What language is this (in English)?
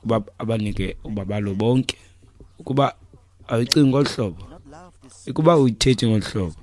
Xhosa